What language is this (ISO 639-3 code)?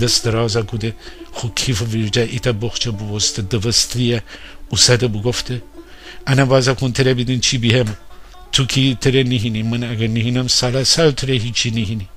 glk